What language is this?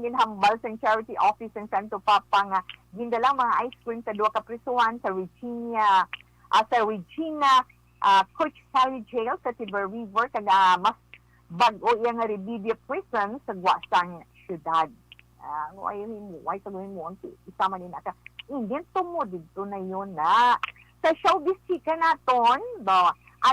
Hiligaynon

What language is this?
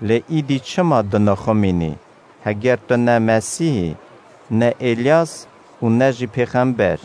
Kurdish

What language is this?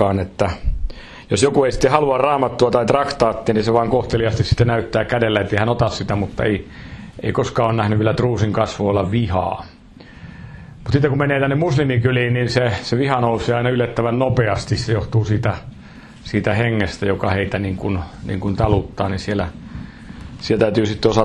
Finnish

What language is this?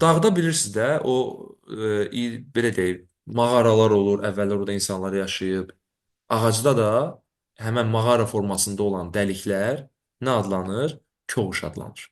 Azerbaijani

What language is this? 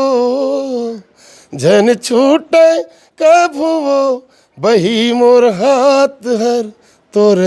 Chhattisgarhi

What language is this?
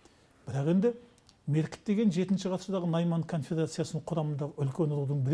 Kazakh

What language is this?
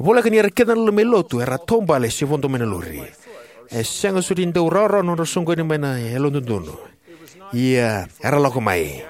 Fijian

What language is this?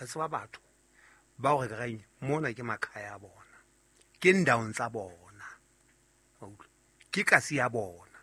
Southern Sotho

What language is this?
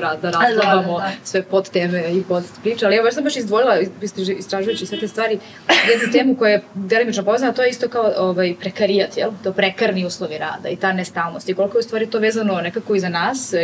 Serbian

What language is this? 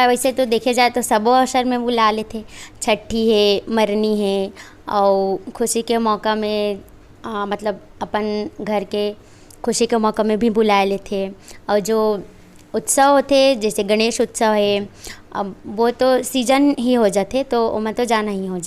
Chhattisgarhi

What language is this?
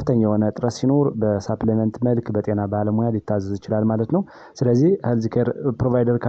Amharic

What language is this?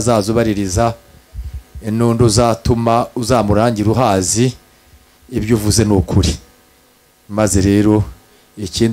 Kinyarwanda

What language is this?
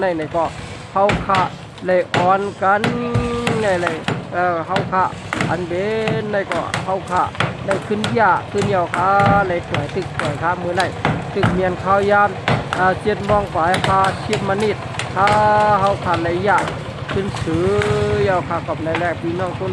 Shan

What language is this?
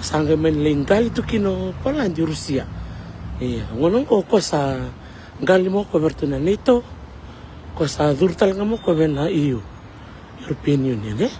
Fijian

